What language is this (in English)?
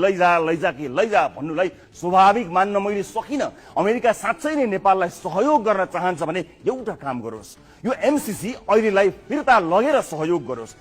Nepali